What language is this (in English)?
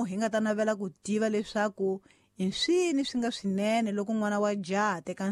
Tsonga